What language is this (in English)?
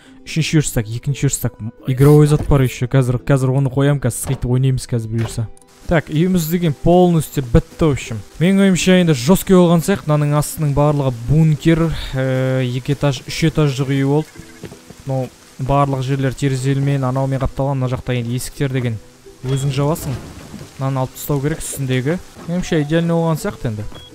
Kazakh